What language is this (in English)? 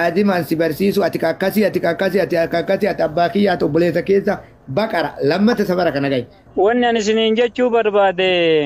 Oromo